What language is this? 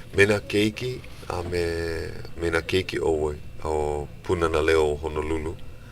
Hawaiian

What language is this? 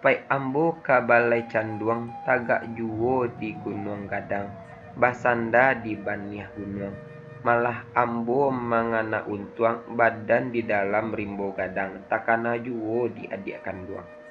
Minangkabau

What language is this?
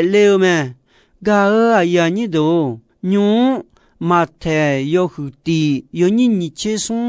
Akha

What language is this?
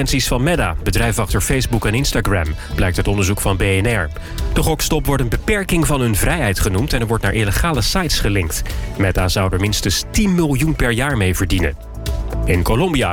Dutch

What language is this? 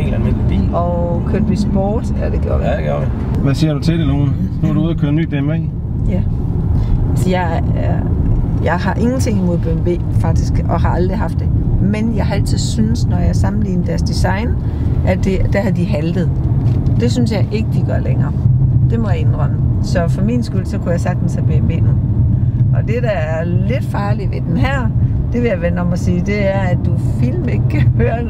Danish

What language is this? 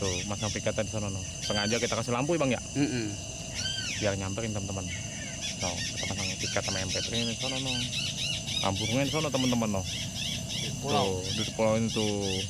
Betawi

